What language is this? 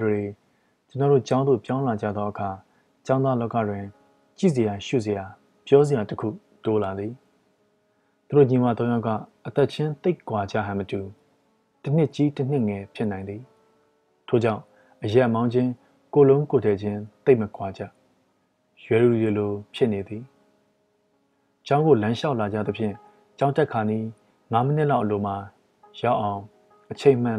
Burmese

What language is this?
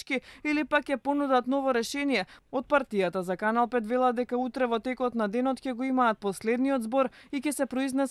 Macedonian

